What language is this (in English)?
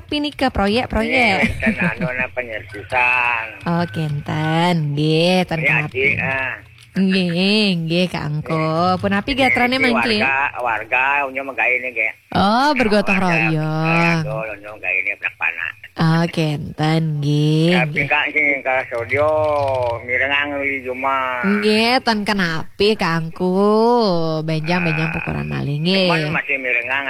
Balinese